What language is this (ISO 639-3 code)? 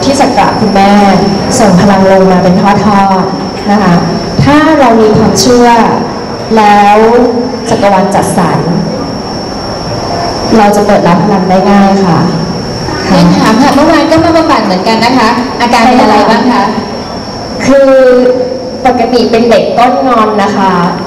tha